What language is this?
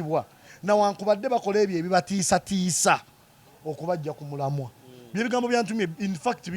Ganda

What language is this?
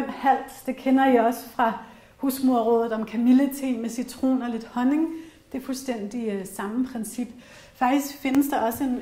Danish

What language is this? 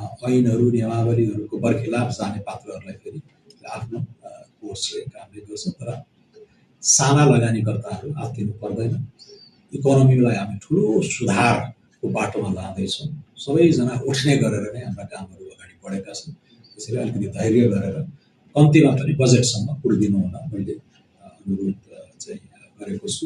Nepali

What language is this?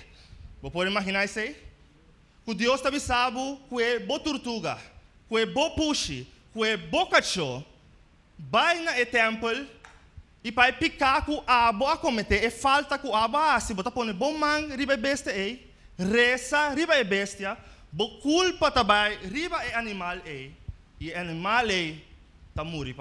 Papiamento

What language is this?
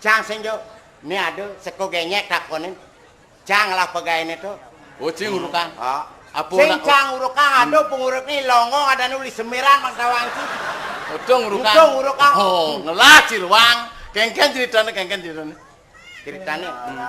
Balinese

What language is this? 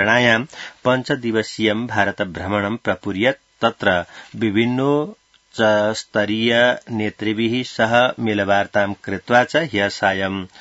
Sanskrit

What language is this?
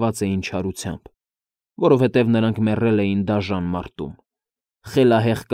Armenian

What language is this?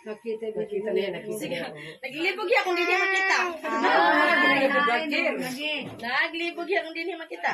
Waray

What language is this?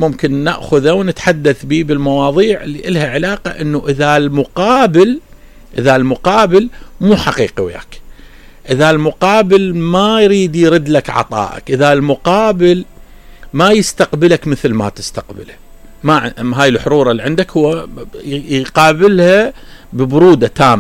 Mesopotamian Arabic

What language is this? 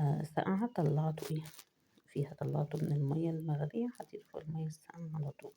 Egyptian Arabic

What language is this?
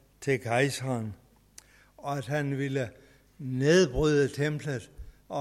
Danish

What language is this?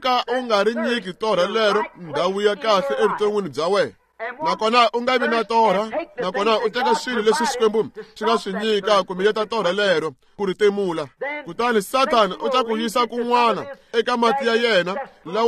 Tsonga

